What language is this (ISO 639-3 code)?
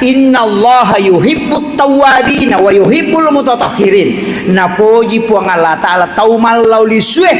bug